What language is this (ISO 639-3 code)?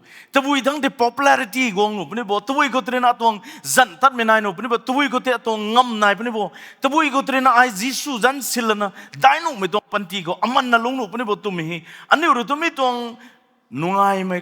nbu